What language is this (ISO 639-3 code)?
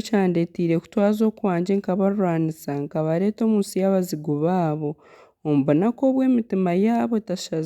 nyn